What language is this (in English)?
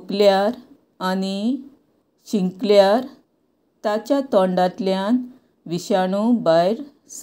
Konkani